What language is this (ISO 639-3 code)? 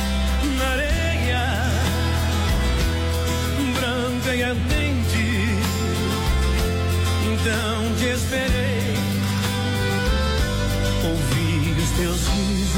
por